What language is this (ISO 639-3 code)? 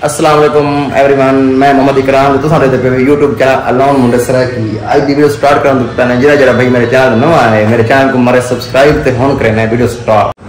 skr